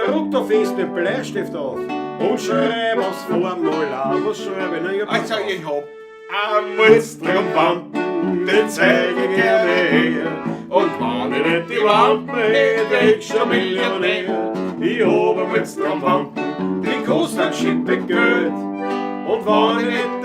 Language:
Bavarian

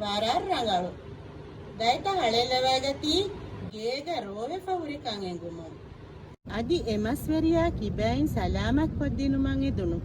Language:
Divehi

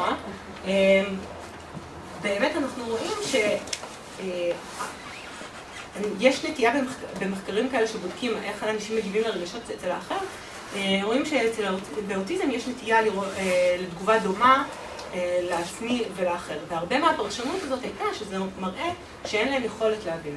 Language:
Hebrew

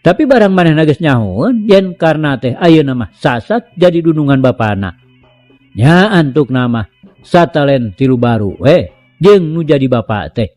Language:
Sundanese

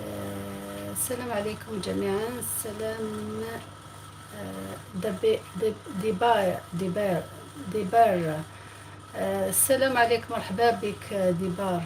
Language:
Algerian Arabic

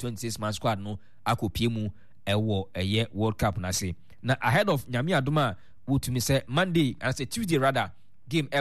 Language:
Akan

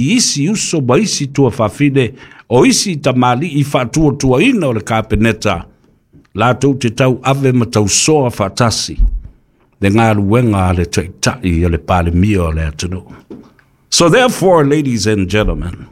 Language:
Samoan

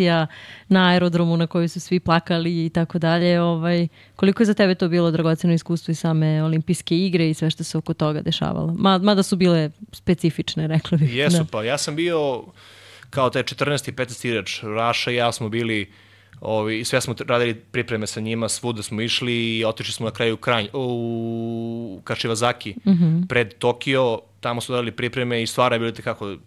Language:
Serbian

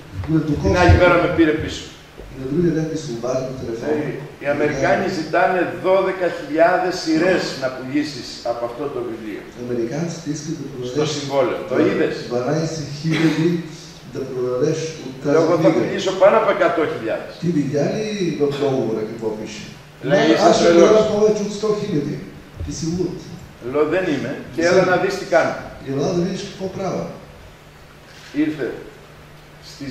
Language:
Greek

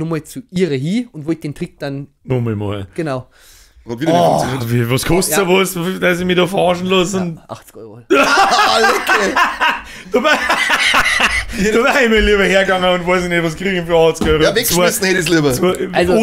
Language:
Bavarian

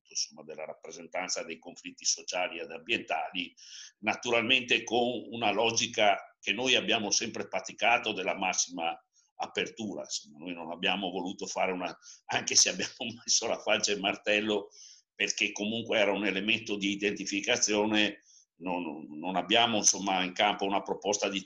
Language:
Italian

